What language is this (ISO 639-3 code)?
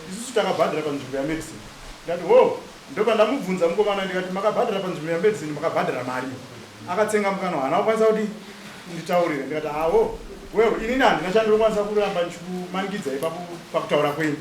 sna